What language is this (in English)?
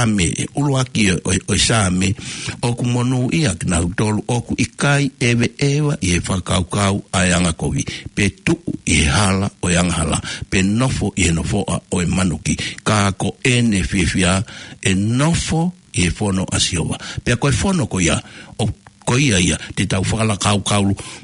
Tongan